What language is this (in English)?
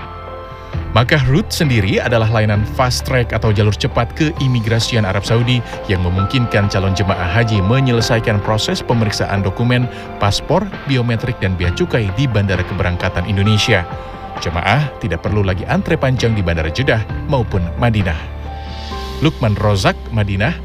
Indonesian